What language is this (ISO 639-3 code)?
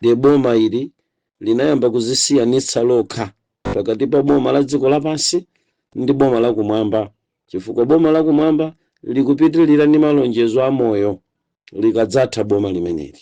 nya